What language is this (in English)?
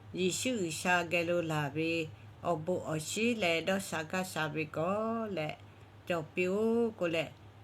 Lahu